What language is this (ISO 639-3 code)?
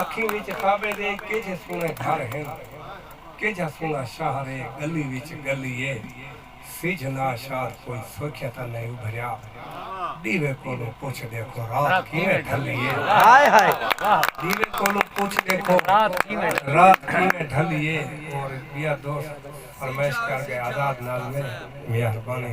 skr